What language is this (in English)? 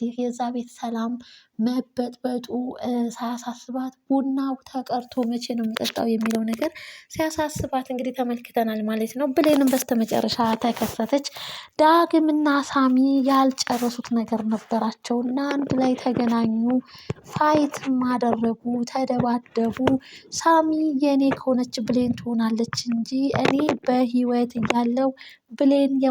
Amharic